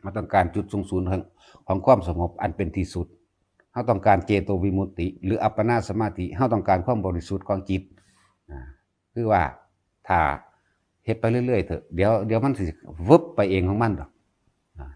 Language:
Northeastern Thai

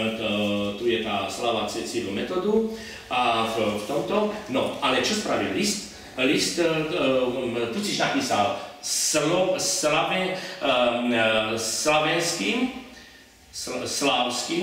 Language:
Slovak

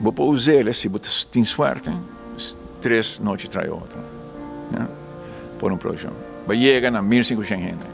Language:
Papiamento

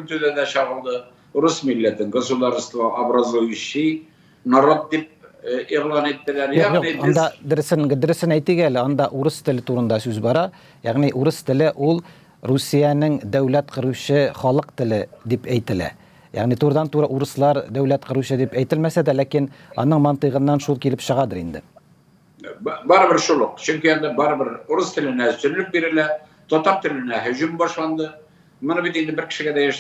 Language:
Tatar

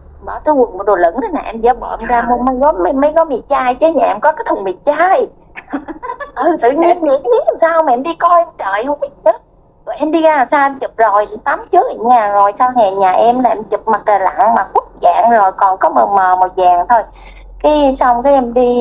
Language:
Vietnamese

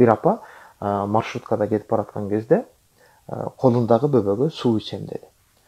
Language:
Kyrgyz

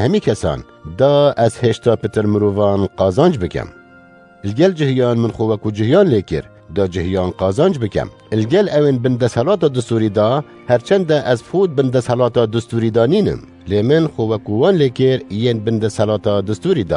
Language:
Kurdish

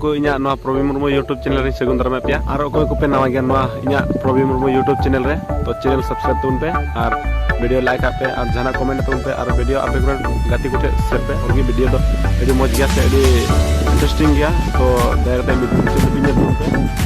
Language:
Santali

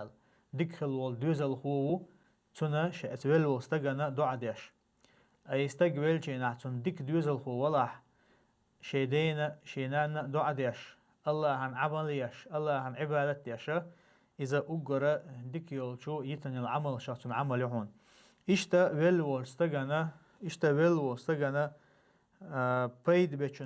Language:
Chechen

